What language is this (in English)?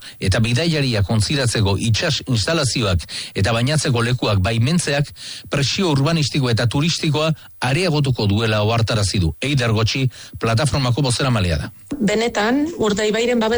Basque